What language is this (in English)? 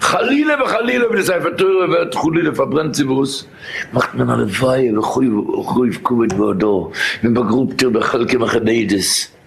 Yiddish